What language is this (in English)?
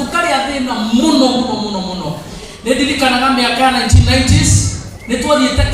Kikuyu